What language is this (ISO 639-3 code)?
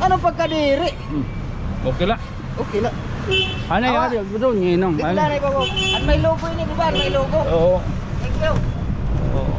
war